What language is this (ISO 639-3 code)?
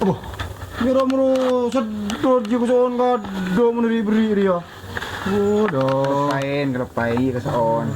mad